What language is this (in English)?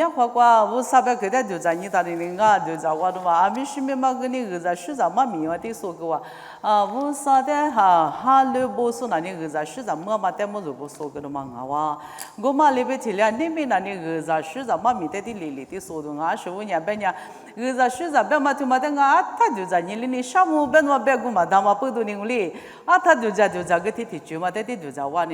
Lisu